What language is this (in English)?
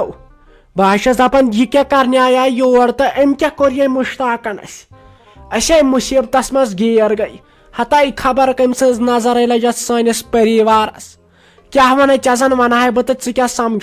Kashmiri